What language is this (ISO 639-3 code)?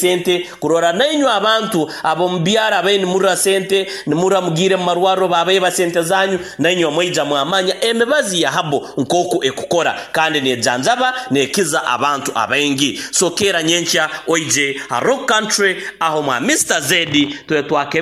nyo